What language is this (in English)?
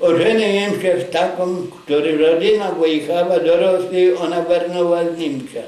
Rusyn